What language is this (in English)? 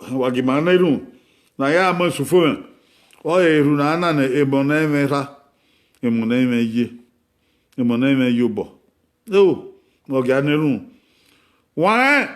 Bini